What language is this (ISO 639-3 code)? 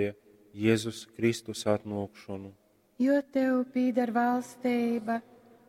ltg